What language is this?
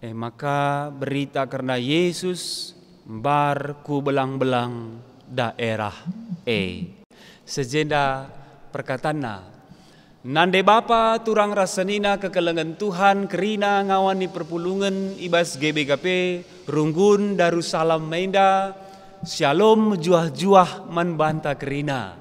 Batak Karo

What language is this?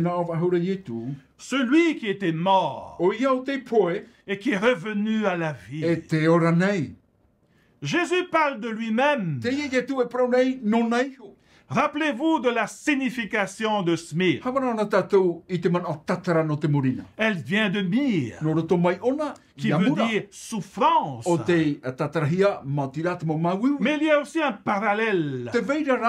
Tahitian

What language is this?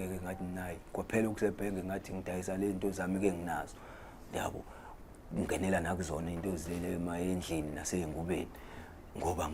Zulu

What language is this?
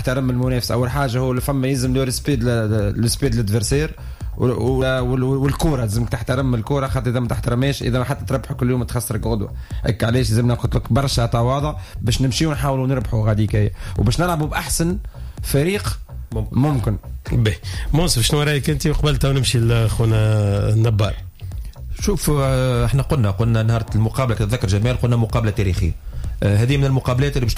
Tunisian Arabic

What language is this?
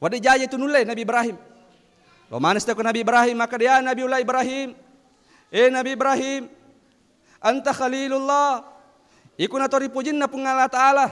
Buginese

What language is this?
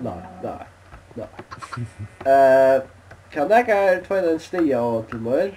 Faroese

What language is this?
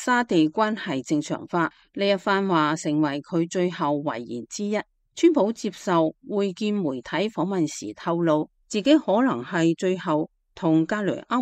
Cantonese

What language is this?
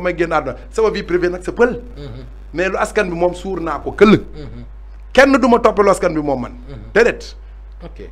Wolof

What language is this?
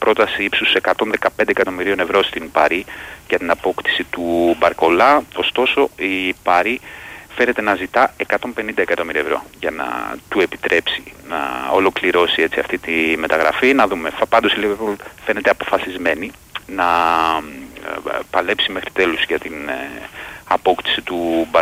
Greek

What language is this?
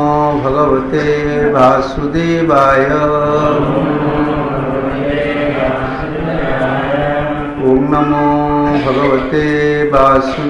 Odia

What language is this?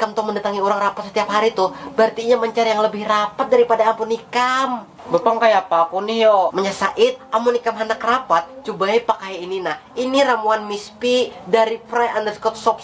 Banjar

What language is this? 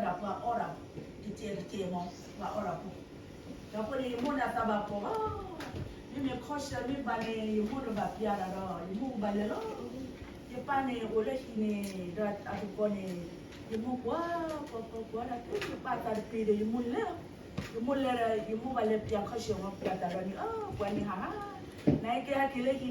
S'gaw Karen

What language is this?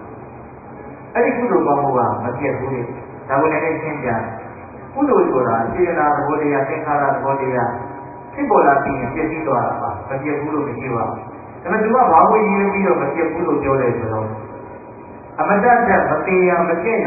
Burmese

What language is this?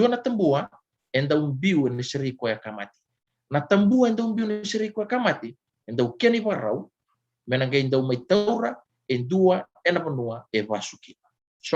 Fijian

